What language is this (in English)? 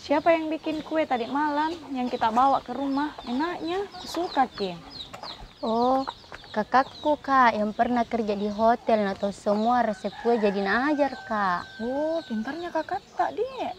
Makassar Malay